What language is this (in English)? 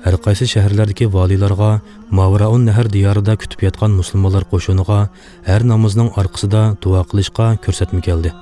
Uyghur